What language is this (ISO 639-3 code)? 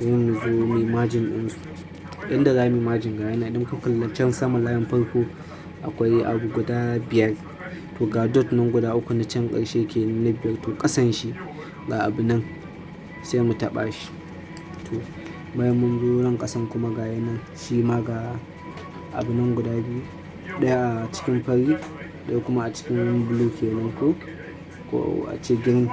hau